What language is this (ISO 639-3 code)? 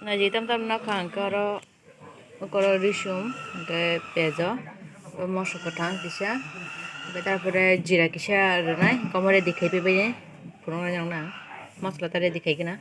trp